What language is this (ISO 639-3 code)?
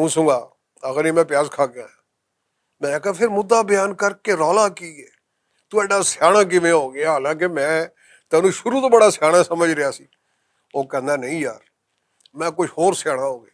lah